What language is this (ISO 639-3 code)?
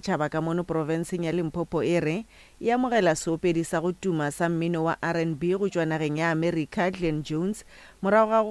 nso